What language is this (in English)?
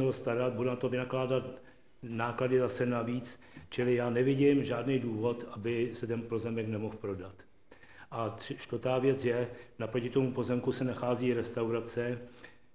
Czech